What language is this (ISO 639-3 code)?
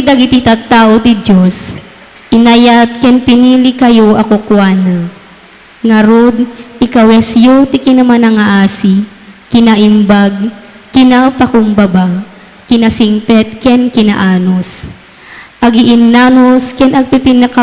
ilo